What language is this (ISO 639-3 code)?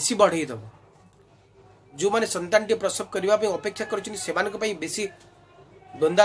ori